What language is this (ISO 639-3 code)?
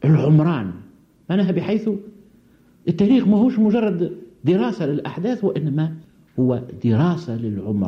aeb